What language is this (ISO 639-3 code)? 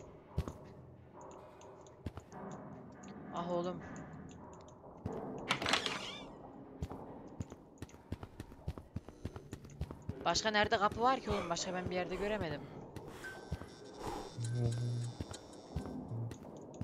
tur